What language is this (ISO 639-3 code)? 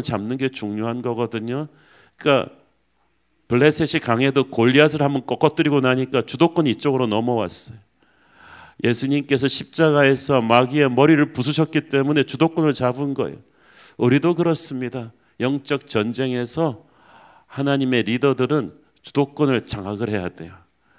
kor